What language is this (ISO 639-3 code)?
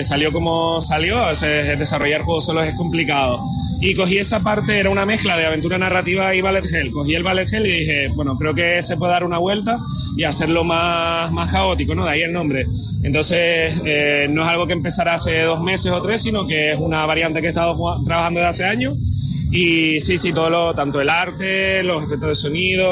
spa